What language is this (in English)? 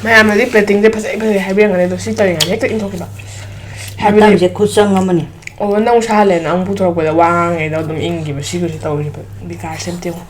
Manipuri